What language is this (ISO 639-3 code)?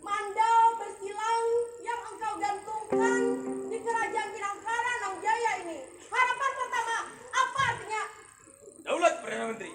bjn